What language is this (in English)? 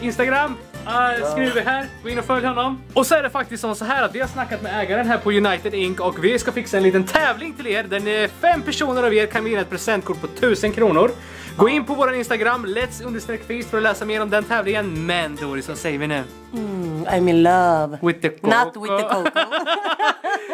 Swedish